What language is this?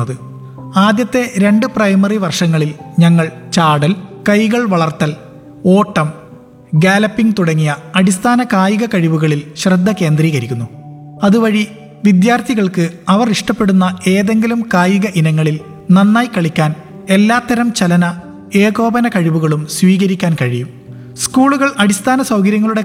Malayalam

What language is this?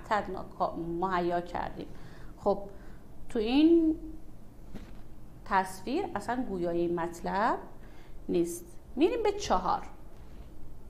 Persian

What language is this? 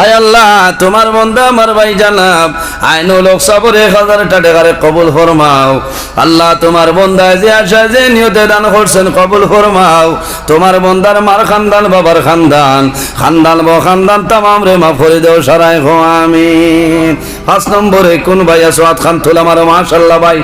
Sylheti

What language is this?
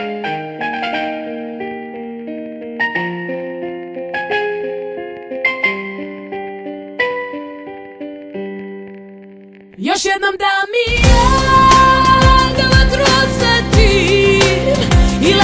Serbian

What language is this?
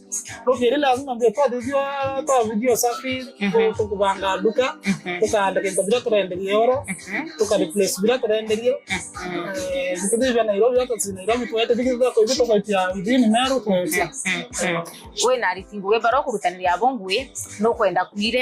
Meru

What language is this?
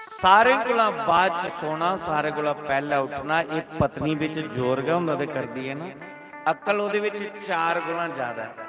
Dogri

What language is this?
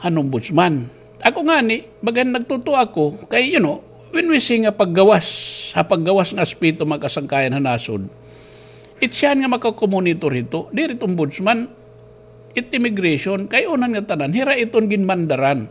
Waray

